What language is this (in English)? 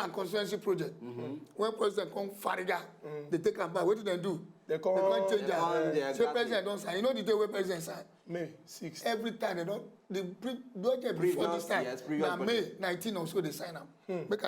Nigerian Pidgin